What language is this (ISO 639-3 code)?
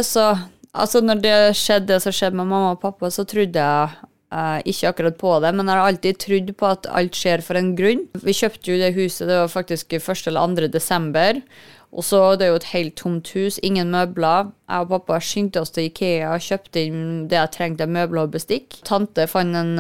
nor